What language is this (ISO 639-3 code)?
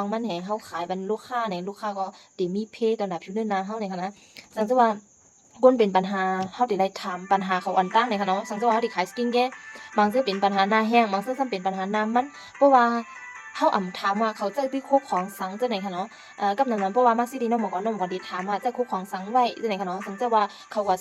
shn